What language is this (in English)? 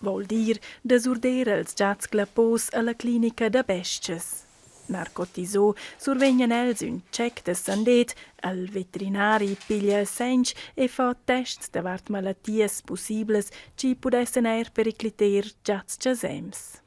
Romansh